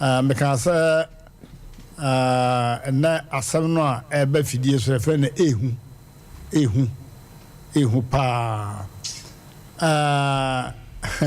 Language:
Akan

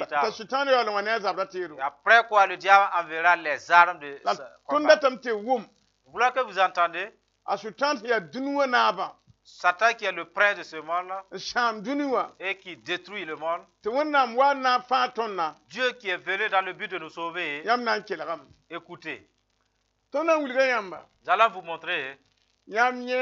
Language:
Mossi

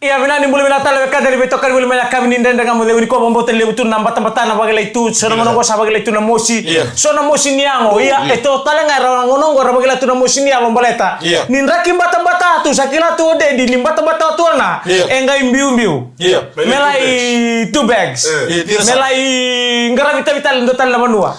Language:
Fijian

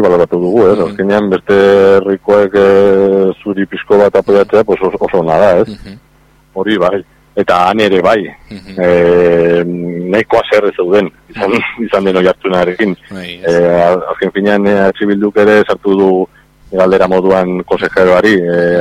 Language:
Basque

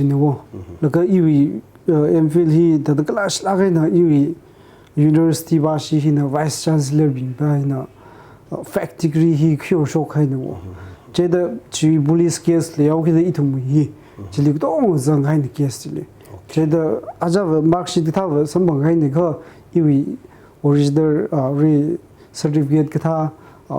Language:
Tangkhul Naga (India)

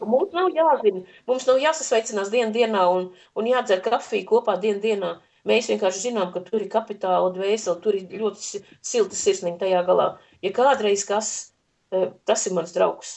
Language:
Latvian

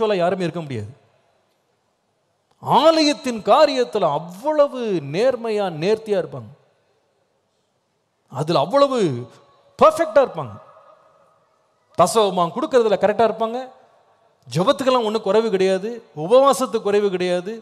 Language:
Tamil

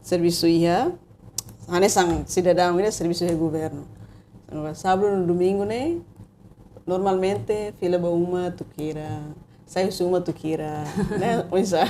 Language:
Tetum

